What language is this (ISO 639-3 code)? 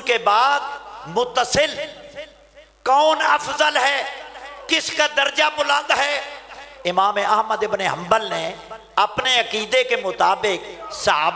urd